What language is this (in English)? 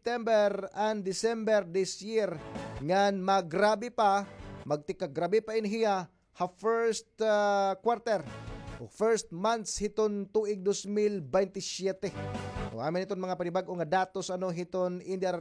Waray